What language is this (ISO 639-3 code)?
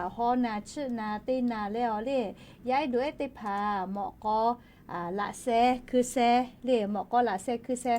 lhu